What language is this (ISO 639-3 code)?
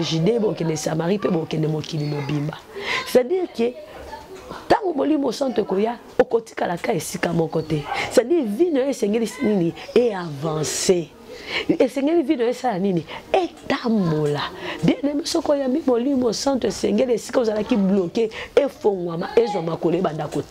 lin